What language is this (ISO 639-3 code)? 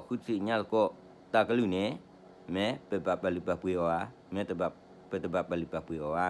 ksw